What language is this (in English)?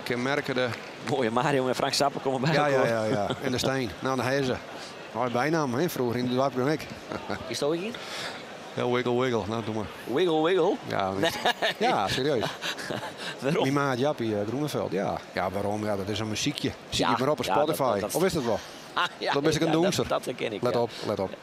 Western Frisian